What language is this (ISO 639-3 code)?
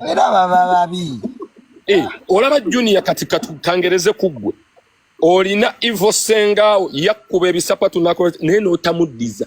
lug